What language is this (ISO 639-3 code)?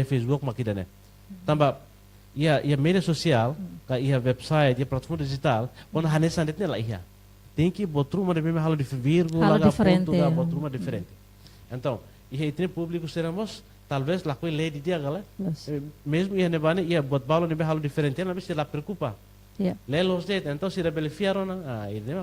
tet